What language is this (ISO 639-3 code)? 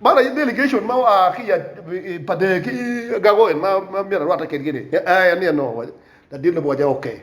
ach